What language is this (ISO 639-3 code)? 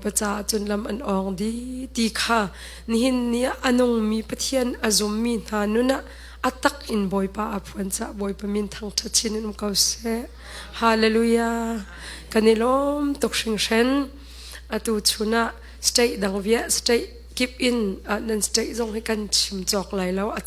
cnh